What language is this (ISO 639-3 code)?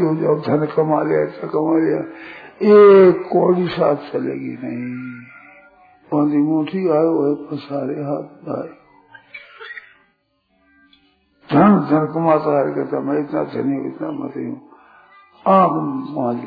hin